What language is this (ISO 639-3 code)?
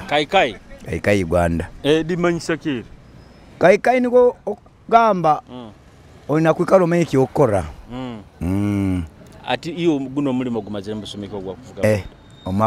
nyo